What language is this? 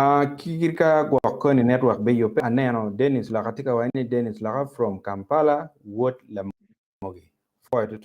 Acoli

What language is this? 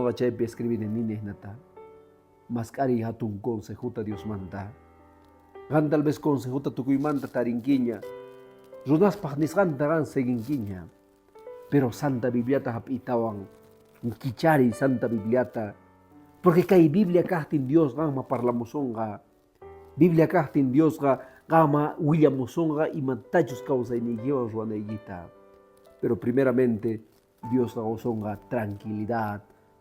Quechua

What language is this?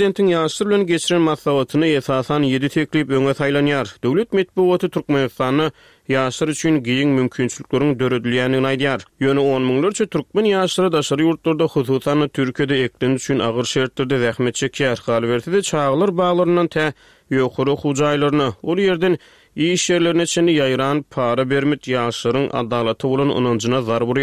Turkmen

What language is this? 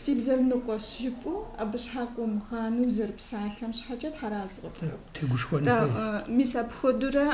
Kabardian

